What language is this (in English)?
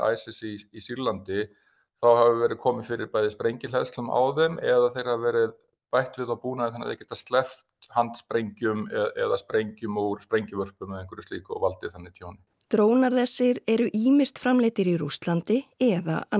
Icelandic